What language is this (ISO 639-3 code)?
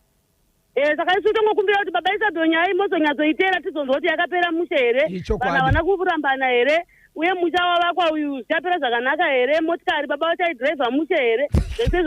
sna